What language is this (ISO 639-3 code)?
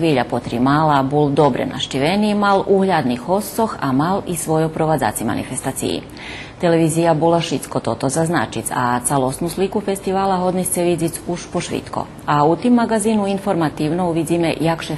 rue